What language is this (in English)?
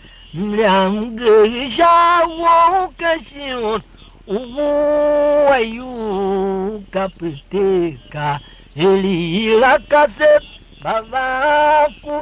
Tiv